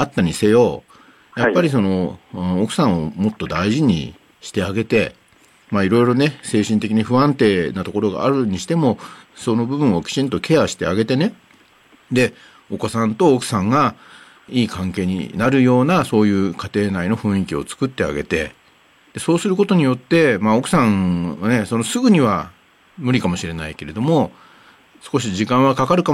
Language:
Japanese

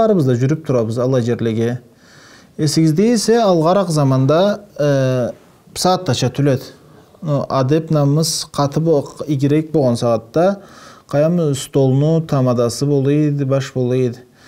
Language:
Karachay-Balkar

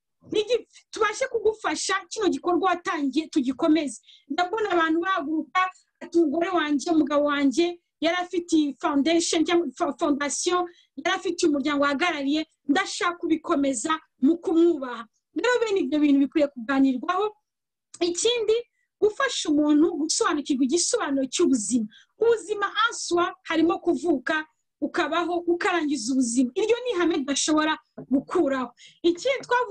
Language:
Kinyarwanda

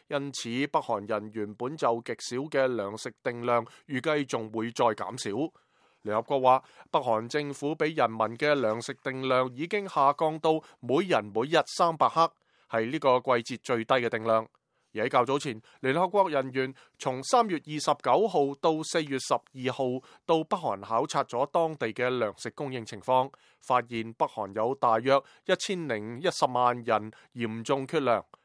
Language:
Cantonese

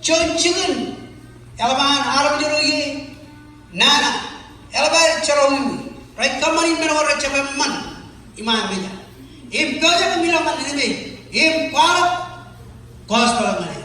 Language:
Marshallese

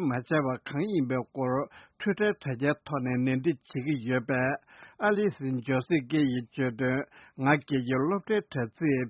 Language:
Tibetan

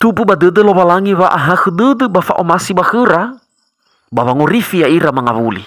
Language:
Nias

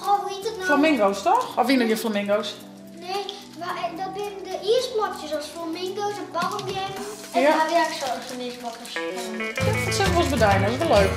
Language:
Western Frisian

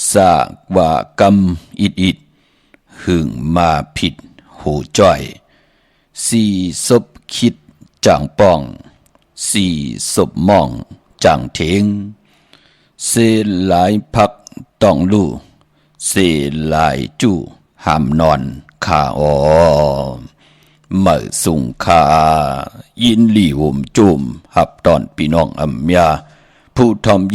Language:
Shan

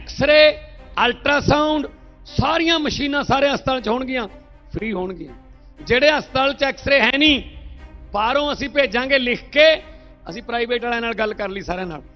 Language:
Punjabi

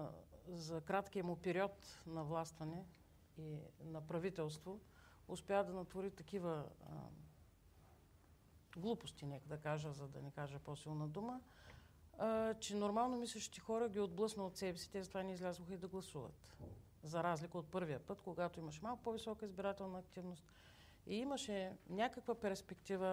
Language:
Bulgarian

